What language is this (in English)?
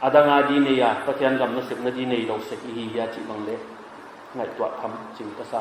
Paite Chin